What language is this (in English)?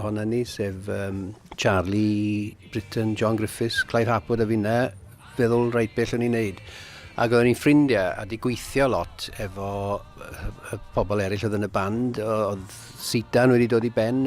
Welsh